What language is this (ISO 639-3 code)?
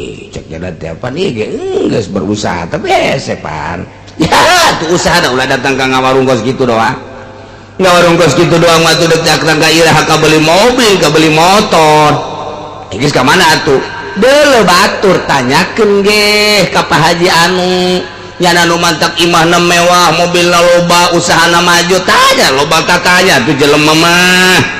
sun